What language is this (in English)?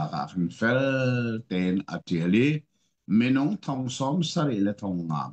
Hakha Chin